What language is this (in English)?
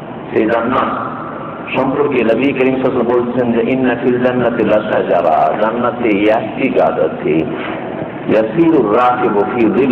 Bangla